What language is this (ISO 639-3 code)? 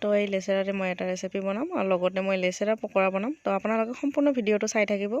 asm